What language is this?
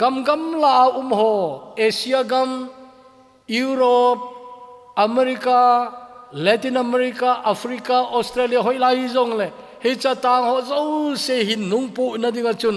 Thado Chin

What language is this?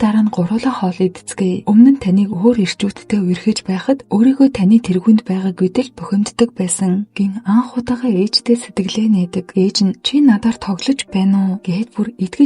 Mongolian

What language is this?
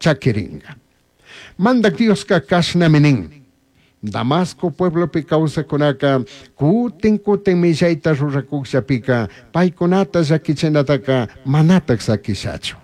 Chimborazo Highland Quichua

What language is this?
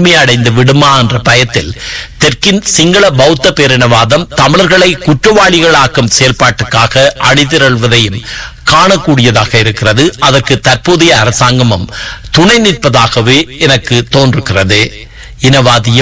Tamil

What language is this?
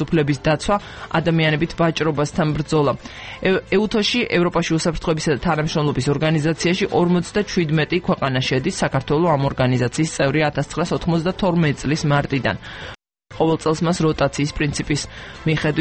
Georgian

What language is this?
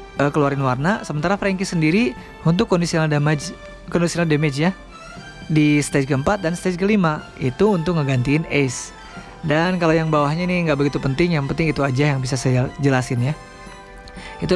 Indonesian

